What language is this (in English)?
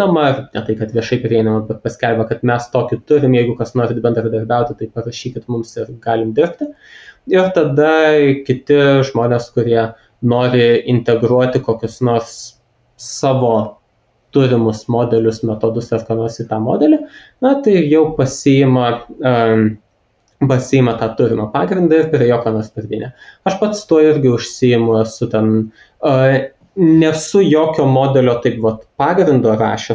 Lithuanian